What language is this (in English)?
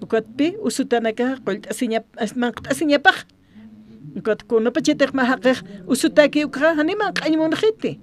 Aymara